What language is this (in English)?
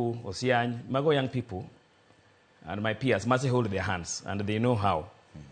Luo (Kenya and Tanzania)